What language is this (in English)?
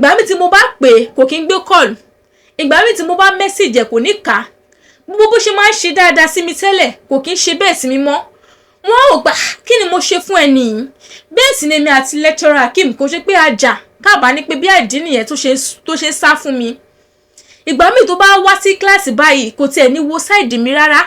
Yoruba